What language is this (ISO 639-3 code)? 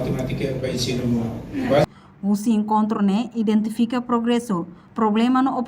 tet